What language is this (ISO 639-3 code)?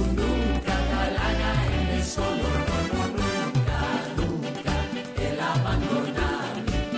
pap